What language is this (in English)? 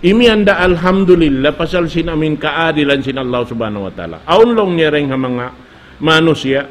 Tausug